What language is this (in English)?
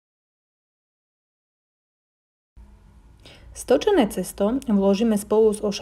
Slovak